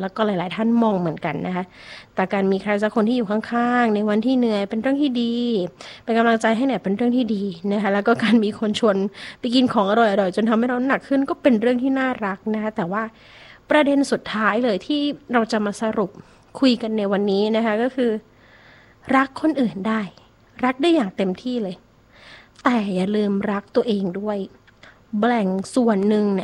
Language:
Thai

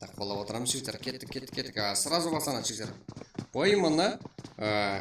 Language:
Kara-Kalpak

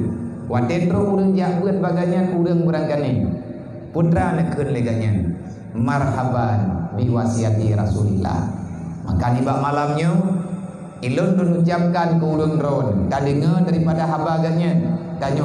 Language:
Achinese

